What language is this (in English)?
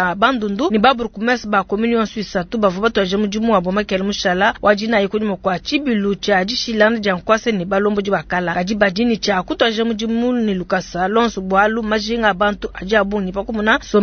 Luba-Lulua